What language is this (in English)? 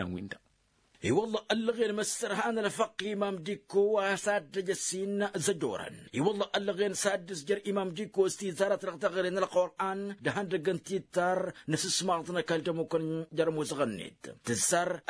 Tamasheq